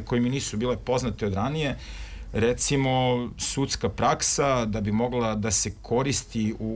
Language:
Serbian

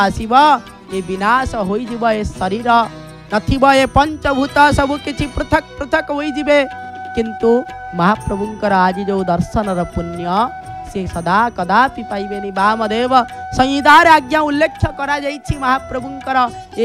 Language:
Odia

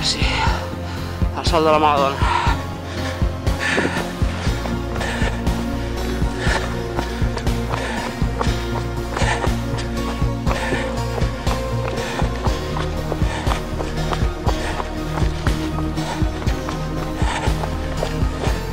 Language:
Catalan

